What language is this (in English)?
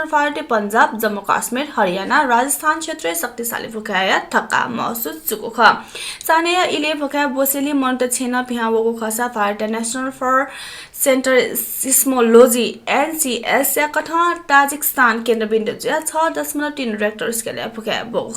Newari